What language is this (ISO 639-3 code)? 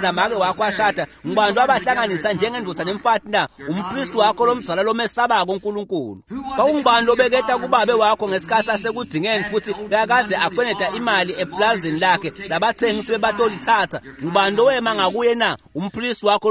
ssw